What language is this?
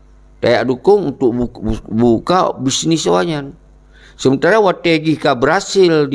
Achinese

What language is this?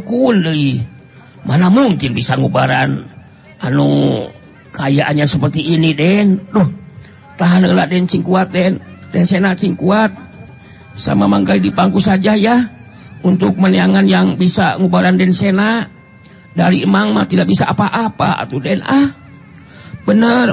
Sundanese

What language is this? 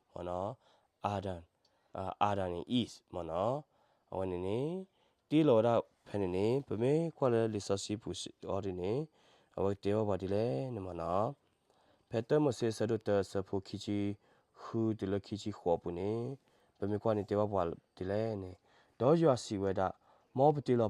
S'gaw Karen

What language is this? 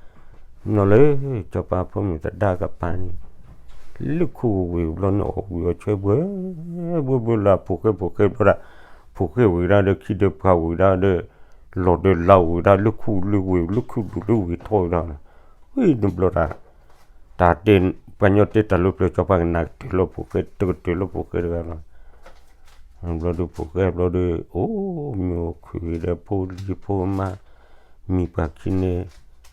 S'gaw Karen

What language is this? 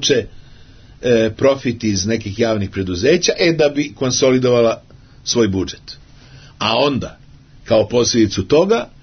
Serbian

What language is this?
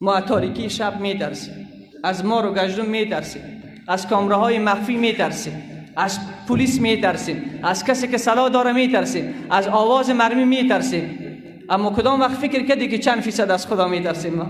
Persian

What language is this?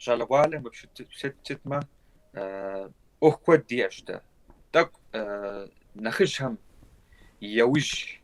Kabardian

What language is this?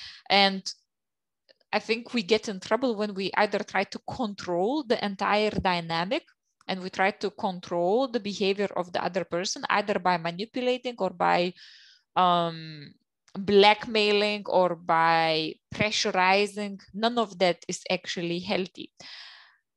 English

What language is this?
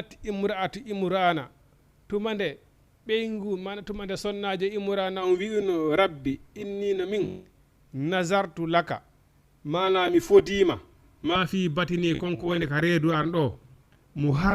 Fula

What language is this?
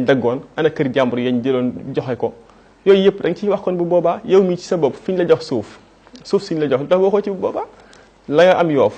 Wolof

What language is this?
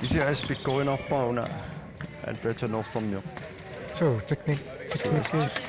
Kalaallisut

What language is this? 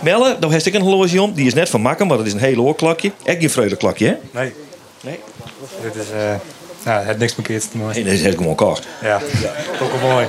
Western Frisian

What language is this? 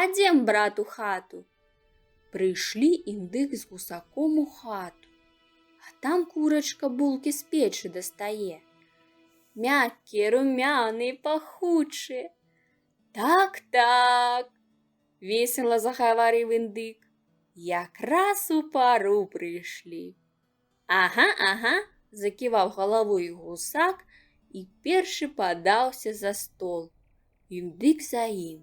Belarusian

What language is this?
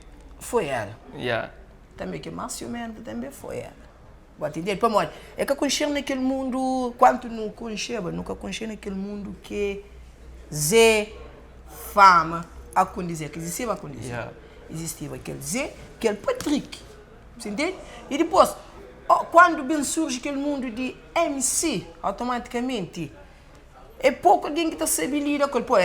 Kabuverdianu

